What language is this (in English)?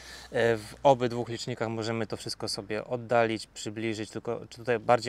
Polish